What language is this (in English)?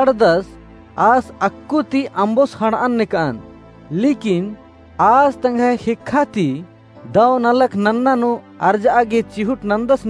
Kurukh